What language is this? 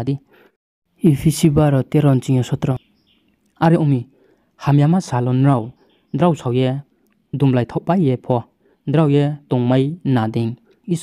Riang (India)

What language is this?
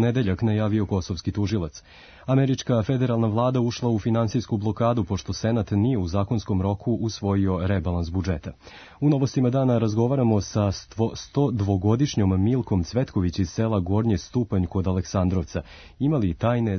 Serbian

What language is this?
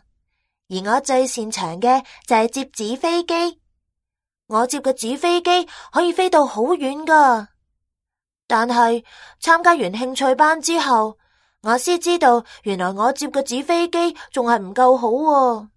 Cantonese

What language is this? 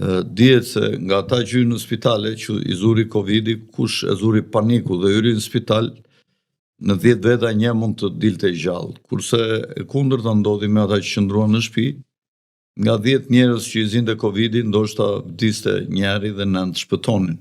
Albanian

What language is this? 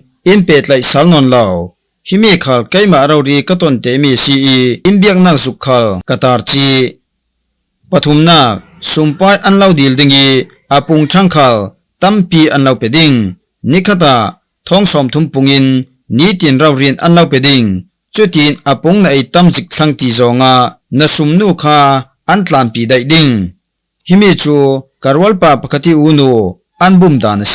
Falam Chin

